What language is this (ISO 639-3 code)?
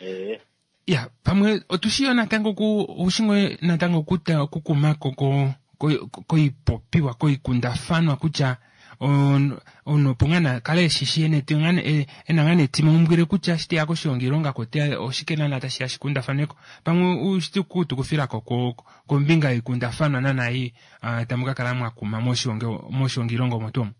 kua